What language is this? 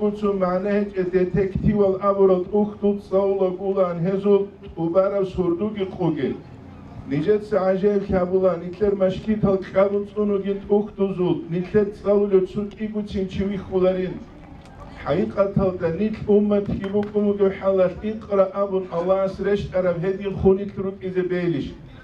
Avaric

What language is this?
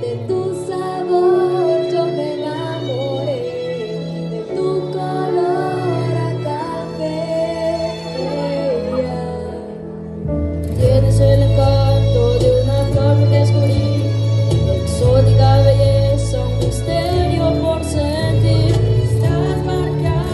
Spanish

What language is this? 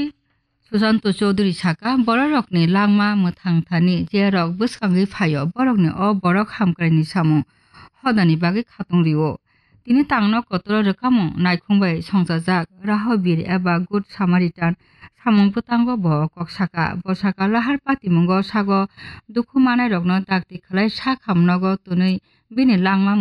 Kok Borok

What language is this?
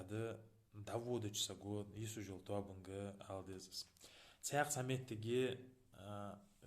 Ingush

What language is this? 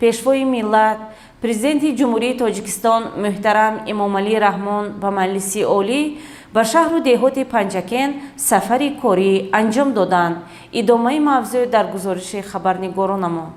Tajik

